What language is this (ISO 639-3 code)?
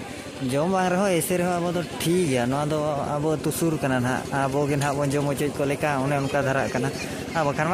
sat